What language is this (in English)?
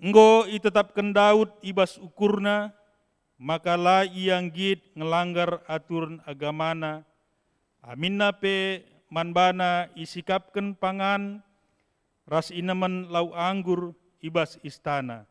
Batak Karo